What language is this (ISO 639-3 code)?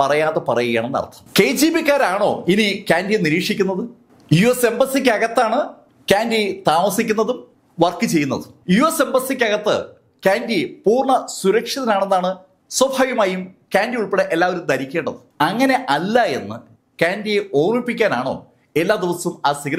mal